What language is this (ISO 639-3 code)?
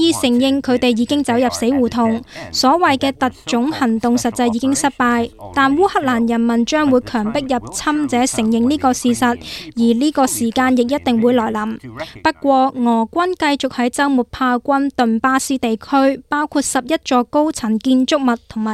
yue